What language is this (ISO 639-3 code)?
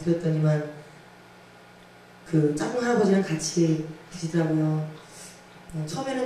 kor